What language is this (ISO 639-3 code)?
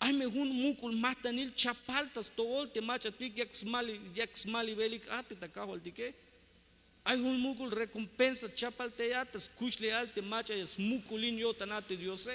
tzh